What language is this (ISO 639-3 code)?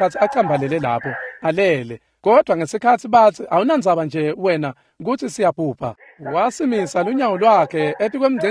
ssw